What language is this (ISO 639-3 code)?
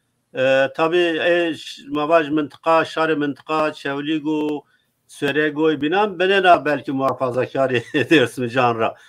zza